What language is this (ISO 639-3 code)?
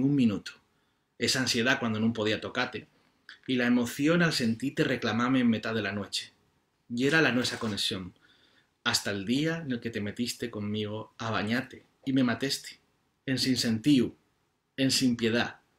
ast